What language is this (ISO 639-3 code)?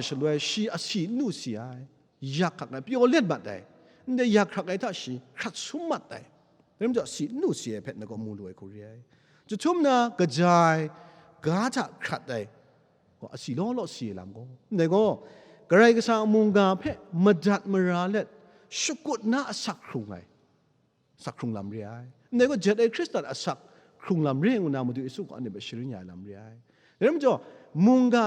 kac